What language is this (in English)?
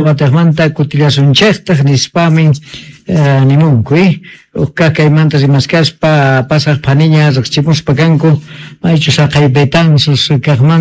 South Bolivian Quechua